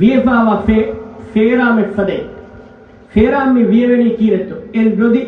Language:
Divehi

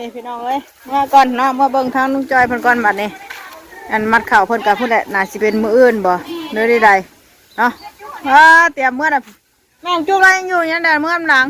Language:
Northeastern Thai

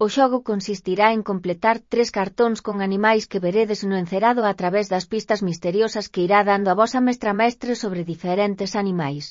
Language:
Galician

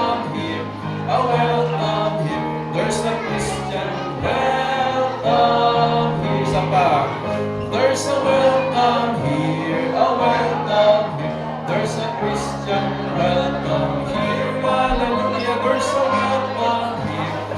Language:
Hiligaynon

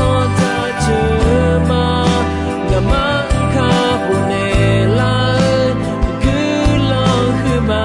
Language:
Akha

